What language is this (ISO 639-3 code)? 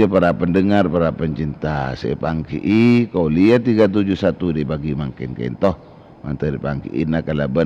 mad